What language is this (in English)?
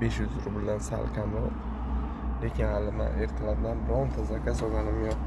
Uzbek